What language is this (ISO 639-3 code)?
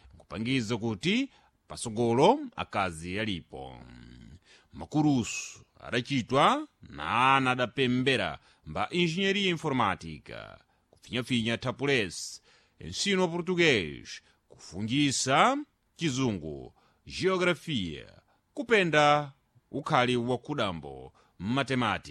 seh